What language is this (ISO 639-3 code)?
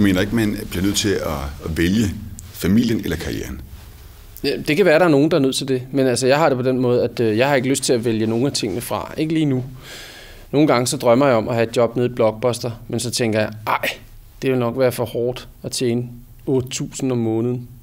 dan